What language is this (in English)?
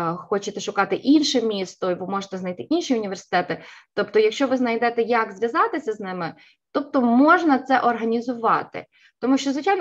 Ukrainian